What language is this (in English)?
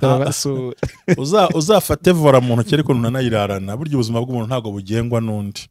Kinyarwanda